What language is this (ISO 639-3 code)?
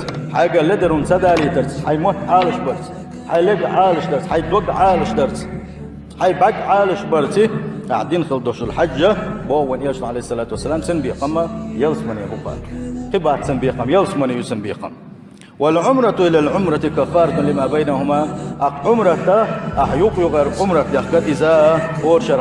che